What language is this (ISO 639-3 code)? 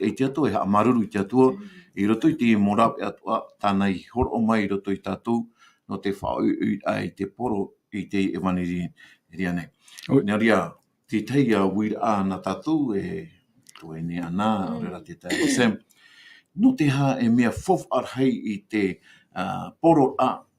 tah